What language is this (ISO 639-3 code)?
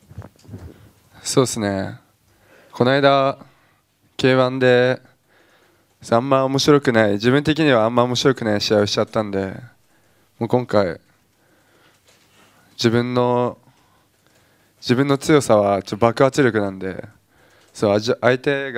jpn